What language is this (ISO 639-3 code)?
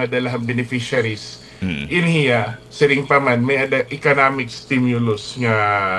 war